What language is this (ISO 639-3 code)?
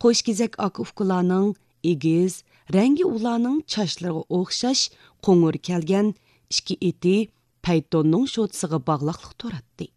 uig